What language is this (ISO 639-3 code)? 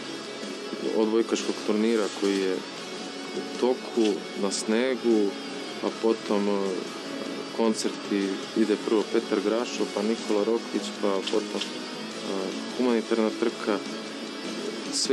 srp